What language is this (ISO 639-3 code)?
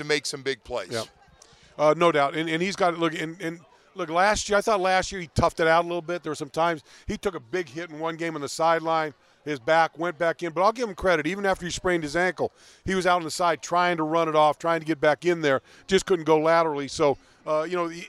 eng